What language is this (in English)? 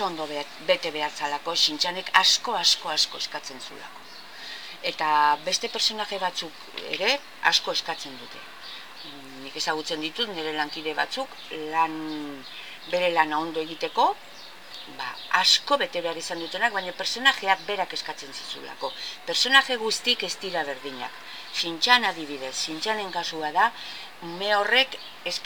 Basque